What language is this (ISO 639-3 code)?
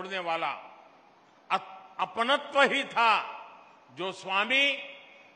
tam